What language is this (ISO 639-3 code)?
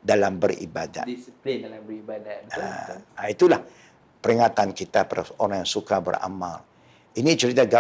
msa